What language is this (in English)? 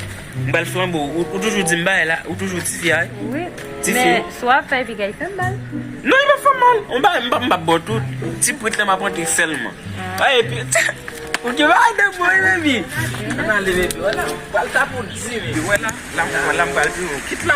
Haitian Creole